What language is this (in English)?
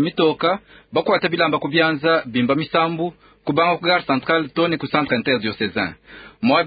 Luba-Lulua